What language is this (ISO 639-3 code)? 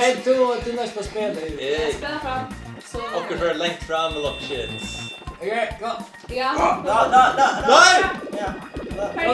fao